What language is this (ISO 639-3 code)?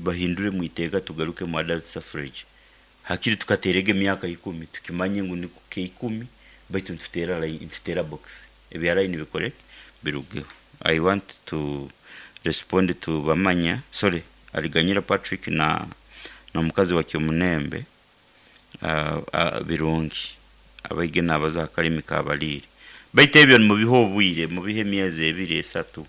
nyo